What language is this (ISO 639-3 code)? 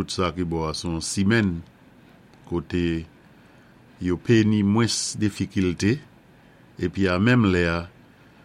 acf